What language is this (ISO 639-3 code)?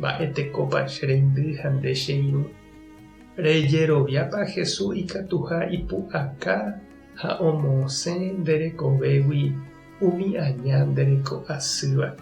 grn